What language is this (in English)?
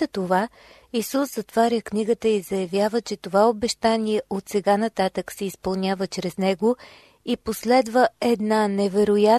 Bulgarian